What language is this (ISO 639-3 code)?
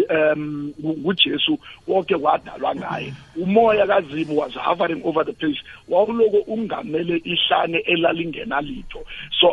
nbl